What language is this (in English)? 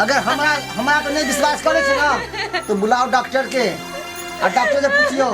Maithili